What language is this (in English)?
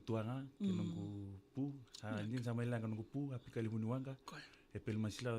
Fijian